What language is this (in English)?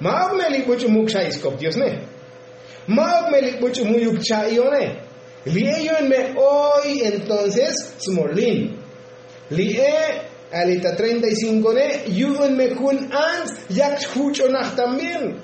Tzotzil